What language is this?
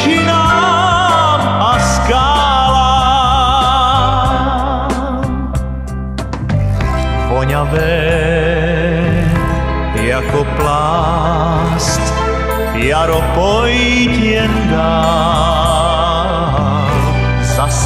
Czech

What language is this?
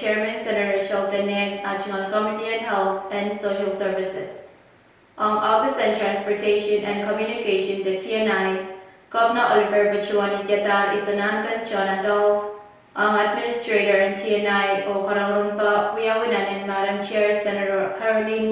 Pohnpeian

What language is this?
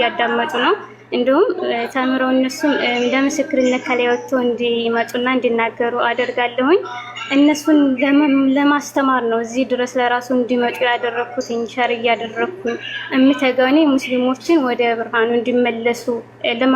Amharic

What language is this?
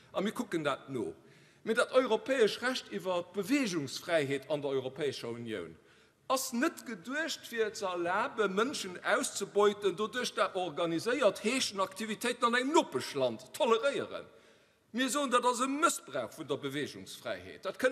Luxembourgish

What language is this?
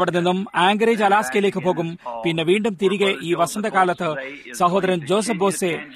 Malayalam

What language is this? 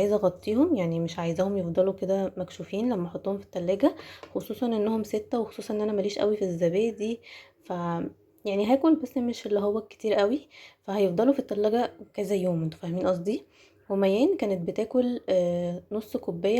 Egyptian Arabic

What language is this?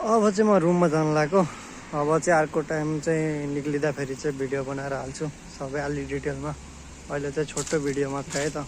Nepali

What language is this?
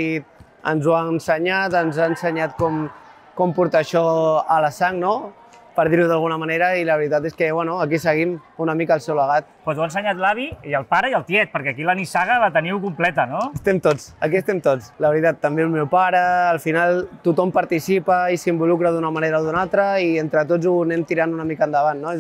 Catalan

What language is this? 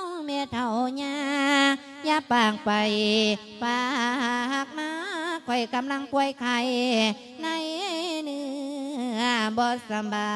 Lao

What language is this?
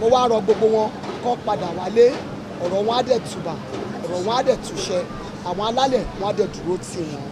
Yoruba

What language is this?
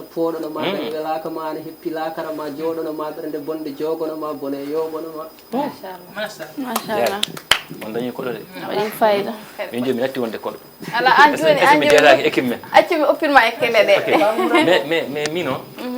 Fula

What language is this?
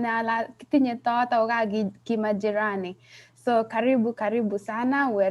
Kalenjin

